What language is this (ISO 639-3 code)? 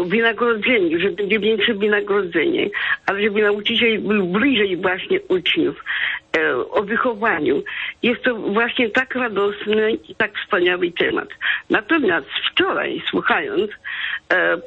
pol